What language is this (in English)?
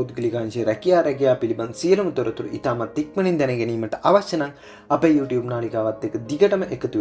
Sinhala